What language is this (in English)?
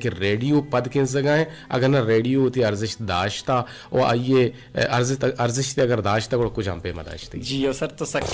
Eastern Balochi